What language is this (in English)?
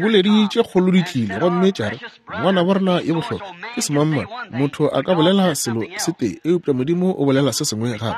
Northern Sotho